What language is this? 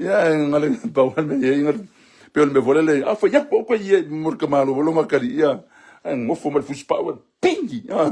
Samoan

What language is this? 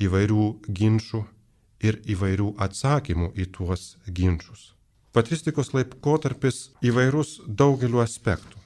Lithuanian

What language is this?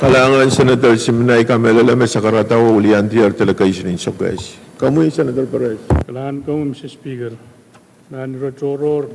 Pohnpeian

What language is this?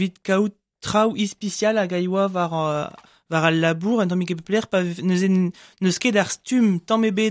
Breton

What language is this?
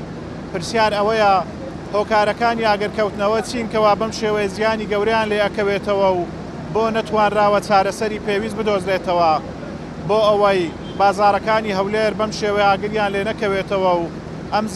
Central Kurdish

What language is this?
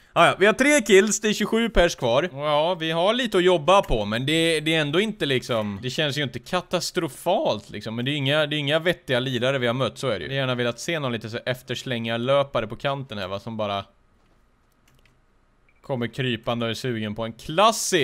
Swedish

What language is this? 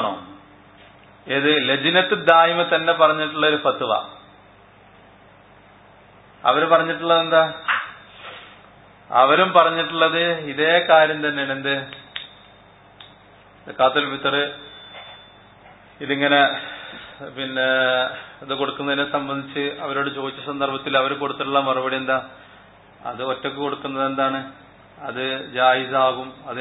Malayalam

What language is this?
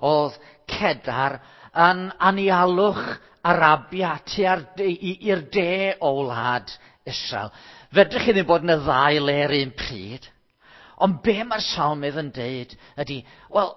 Welsh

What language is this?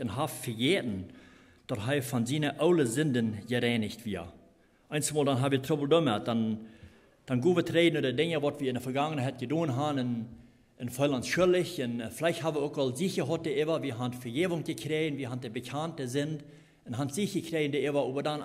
Plautdietsch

